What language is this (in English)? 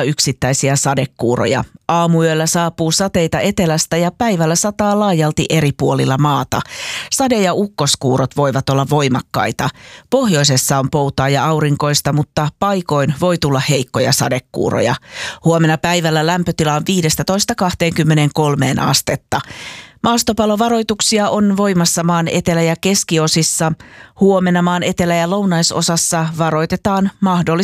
Finnish